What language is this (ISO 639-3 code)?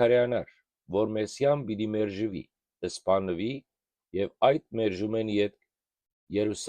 hyw